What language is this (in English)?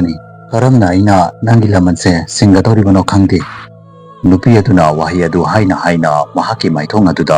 Manipuri